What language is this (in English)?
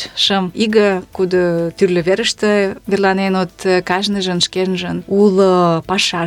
Mari